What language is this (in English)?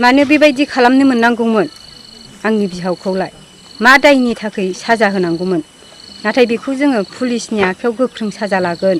Bodo